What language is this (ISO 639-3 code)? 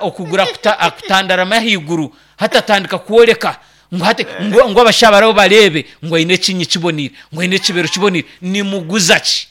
nyn